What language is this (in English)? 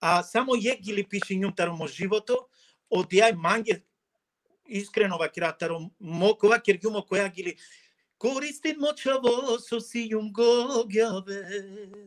Balkan Romani